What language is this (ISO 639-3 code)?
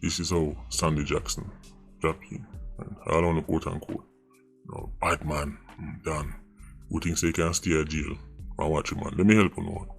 jam